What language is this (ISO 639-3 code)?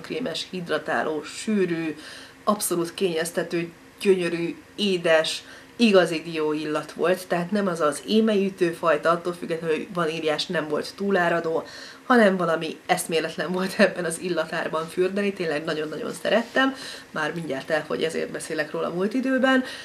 hun